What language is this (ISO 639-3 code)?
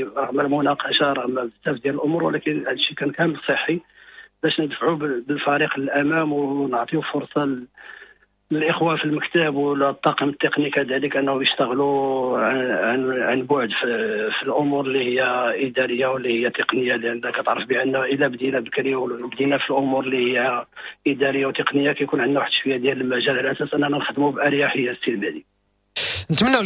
ary